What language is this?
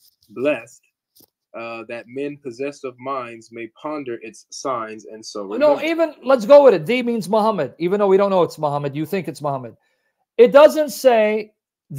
English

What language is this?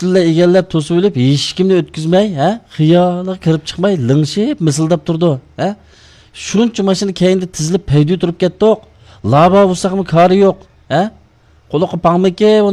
Uyghur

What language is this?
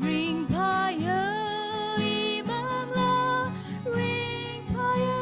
Tangkhul Naga (India)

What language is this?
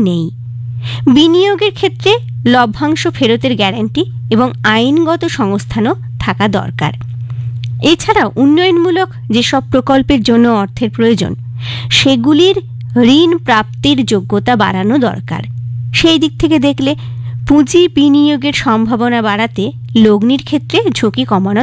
Bangla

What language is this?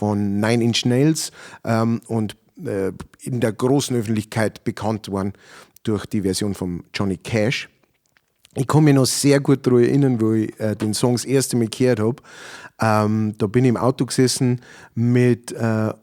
Bavarian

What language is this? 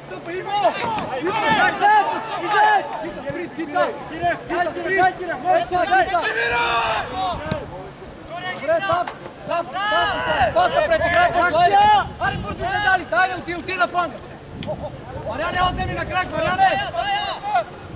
Bulgarian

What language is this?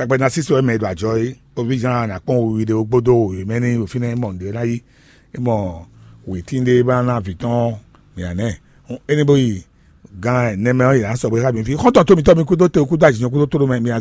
Fon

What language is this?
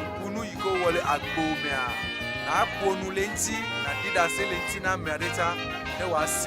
Ewe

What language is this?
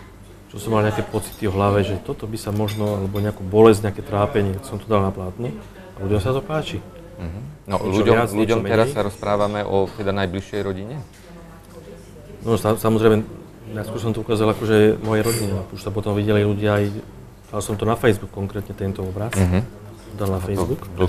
Slovak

